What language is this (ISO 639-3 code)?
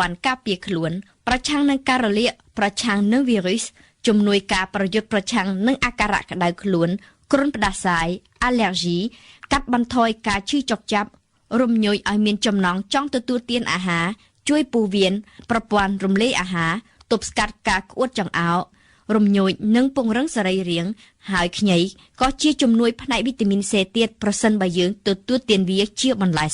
khm